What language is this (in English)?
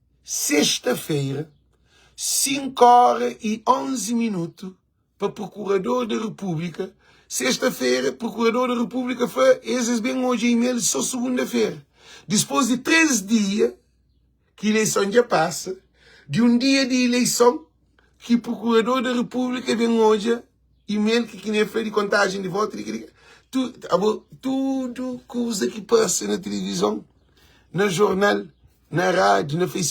Kabuverdianu